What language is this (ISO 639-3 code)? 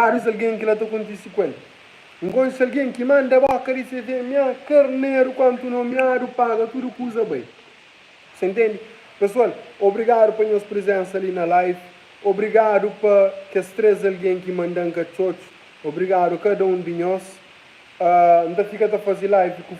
kea